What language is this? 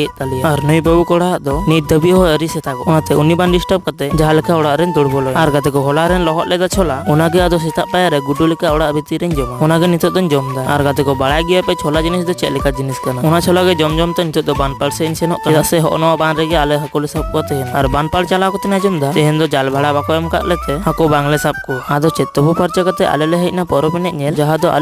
Santali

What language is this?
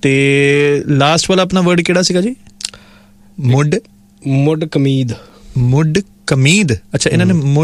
Punjabi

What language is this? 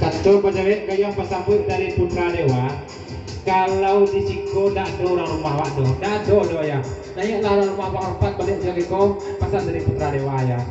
Minangkabau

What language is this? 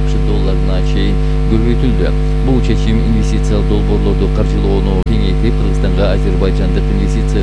Kyrgyz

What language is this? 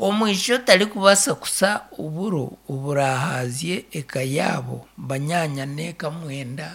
Nyankole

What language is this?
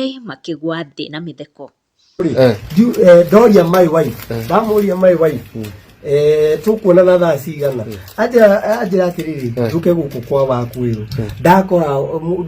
Kikuyu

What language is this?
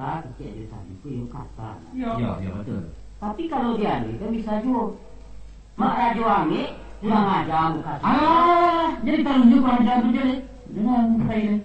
Minangkabau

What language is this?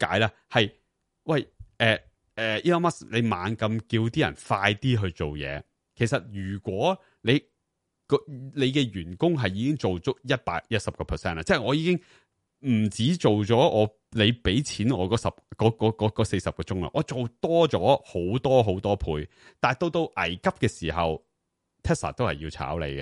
Cantonese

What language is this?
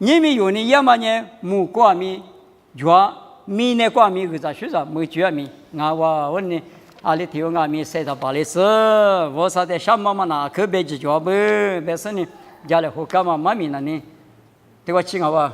Lisu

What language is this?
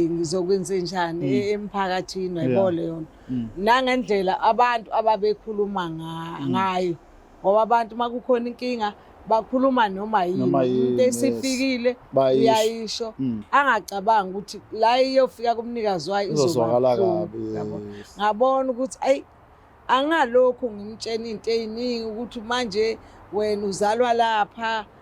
Zulu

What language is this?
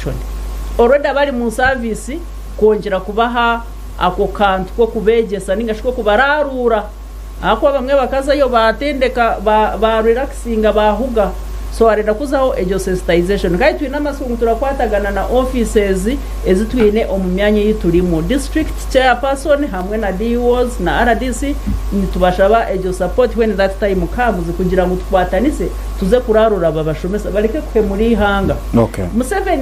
Nyankole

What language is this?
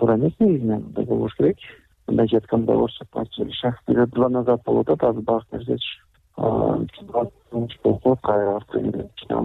Kyrgyz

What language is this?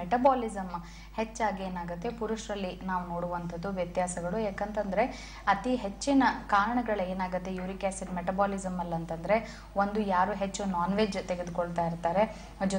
Kannada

